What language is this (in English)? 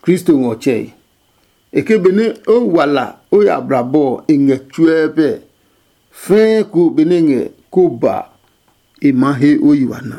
Adangme